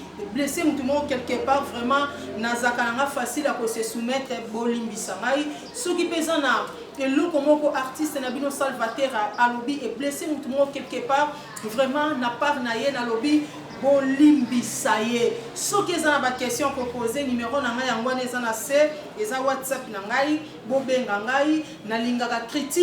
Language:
Lingala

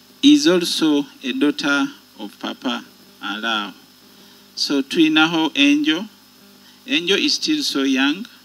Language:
Nyoro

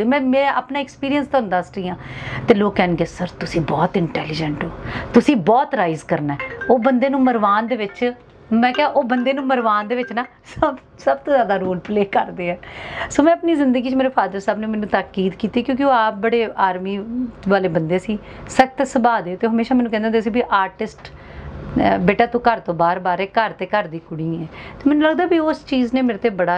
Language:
Punjabi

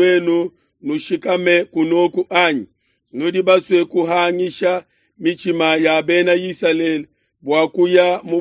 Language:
Luba-Lulua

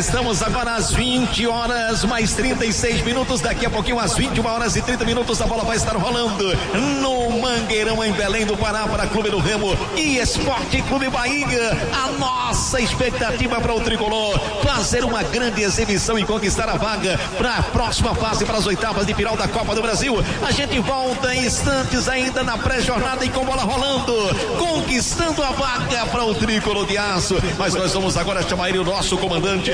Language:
Portuguese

